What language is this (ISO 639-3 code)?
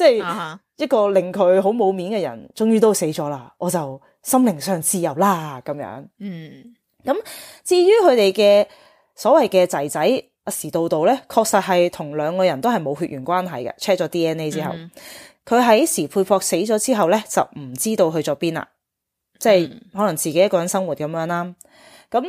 yue